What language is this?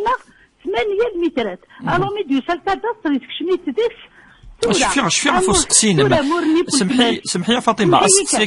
Kabyle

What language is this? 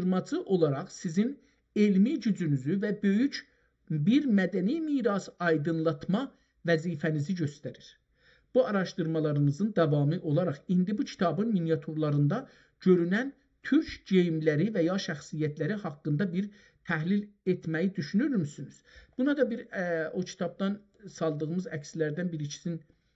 South Azerbaijani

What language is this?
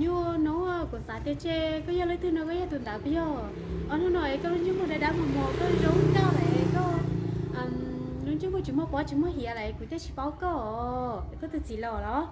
Hmong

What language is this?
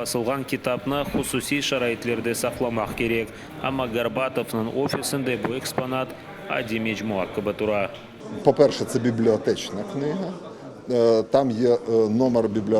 Crimean Tatar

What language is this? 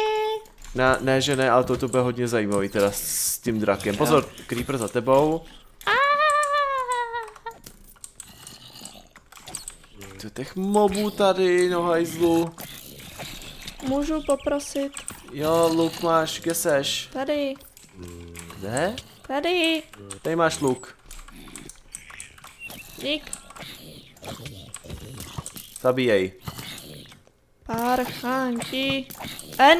Czech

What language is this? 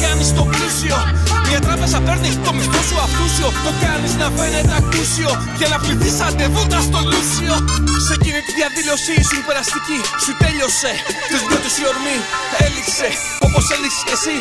Greek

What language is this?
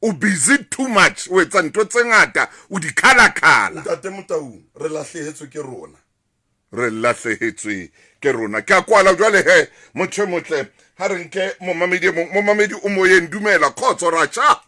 Southern Sotho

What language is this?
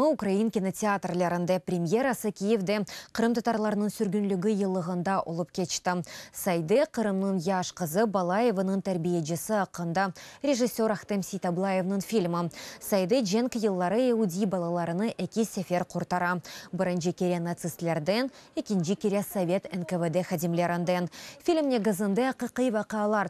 Crimean Tatar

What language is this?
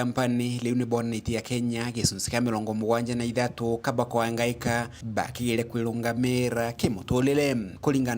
Meru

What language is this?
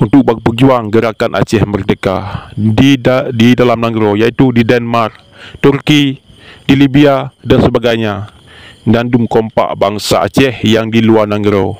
Achinese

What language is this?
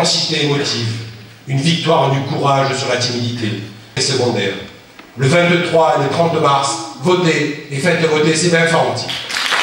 French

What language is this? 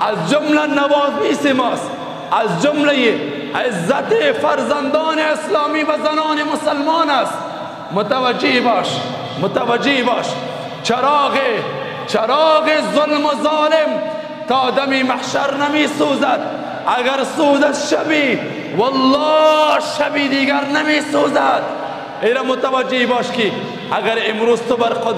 Persian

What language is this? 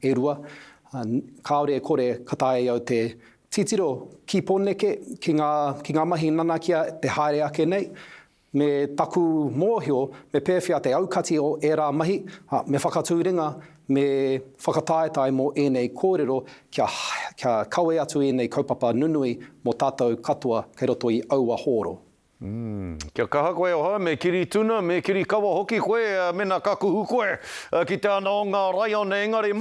Māori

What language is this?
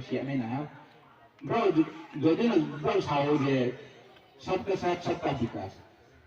Riang (India)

